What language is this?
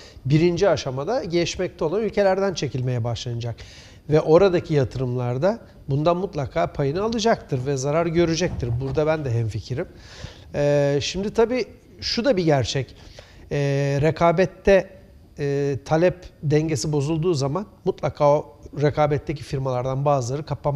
Turkish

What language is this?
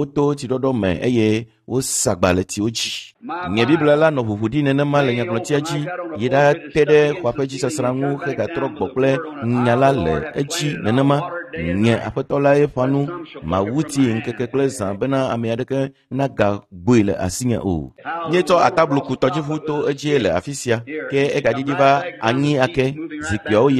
Ewe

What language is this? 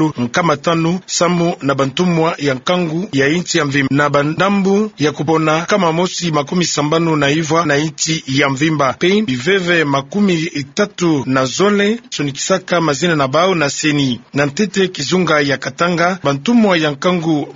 Kituba (Democratic Republic of Congo)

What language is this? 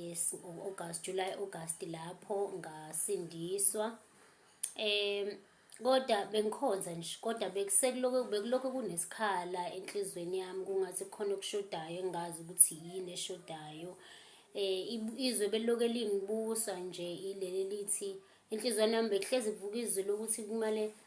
Zulu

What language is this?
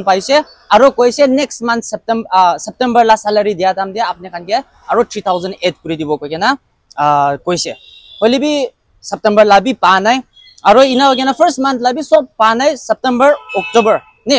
Naga Pidgin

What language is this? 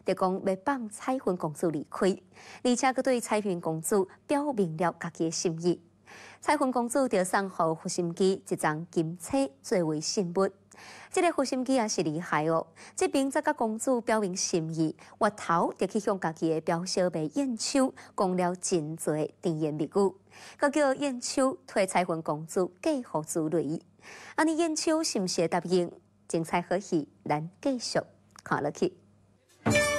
Min Nan Chinese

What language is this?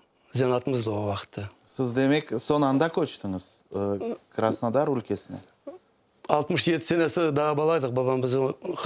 Crimean Tatar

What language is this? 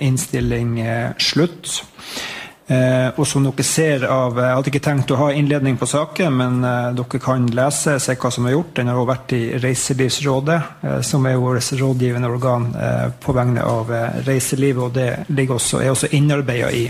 Norwegian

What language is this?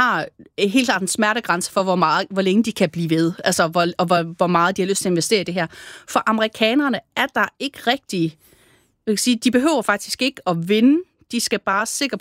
Danish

